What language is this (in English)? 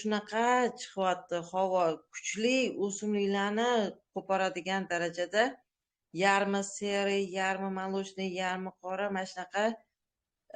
Uzbek